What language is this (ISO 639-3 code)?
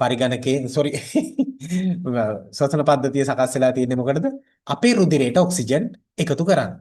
sin